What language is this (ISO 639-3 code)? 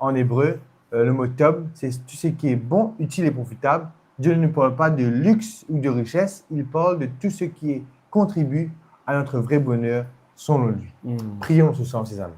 mfe